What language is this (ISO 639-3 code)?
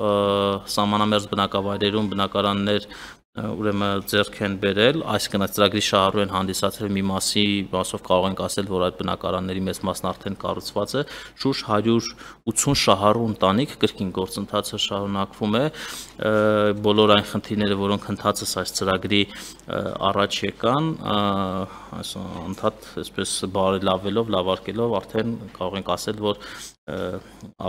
hye